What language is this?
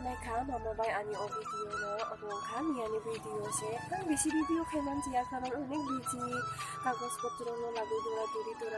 Kok Borok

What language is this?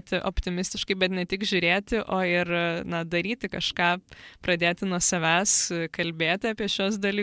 Lithuanian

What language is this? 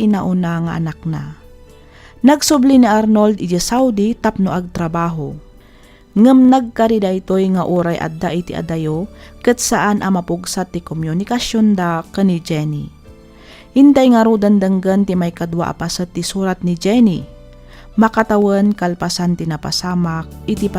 Iloko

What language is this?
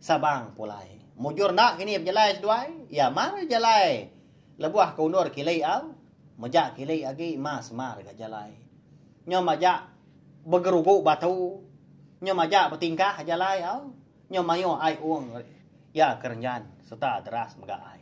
Iban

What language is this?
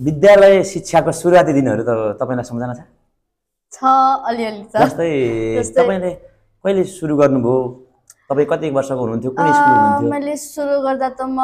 Nepali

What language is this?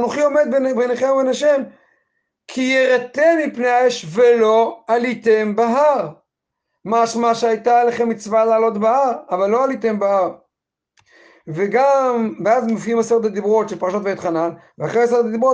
Hebrew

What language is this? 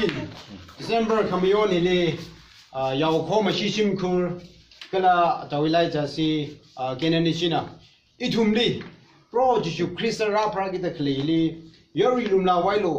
Tangkhul Naga (India)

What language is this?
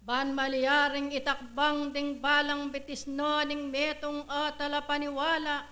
Pampanga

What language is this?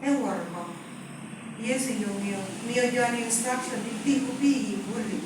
Lango (Uganda)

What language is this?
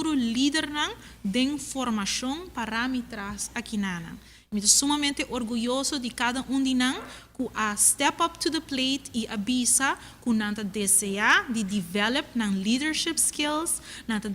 Papiamento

